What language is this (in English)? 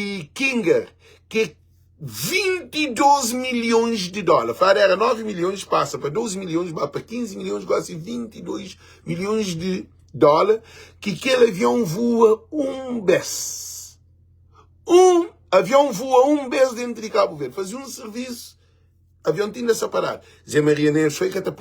Kabuverdianu